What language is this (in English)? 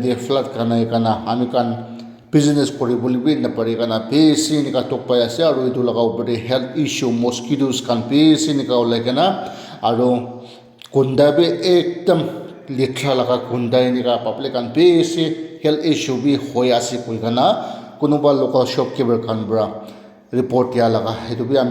Naga Pidgin